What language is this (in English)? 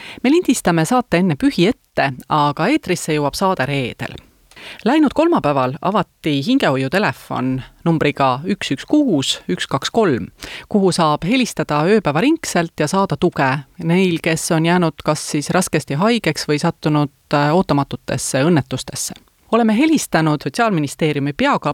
Estonian